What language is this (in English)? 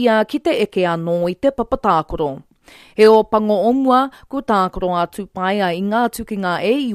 Māori